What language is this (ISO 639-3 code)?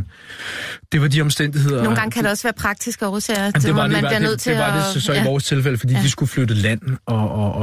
dan